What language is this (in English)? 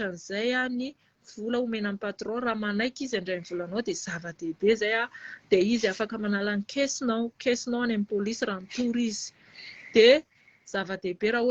Malagasy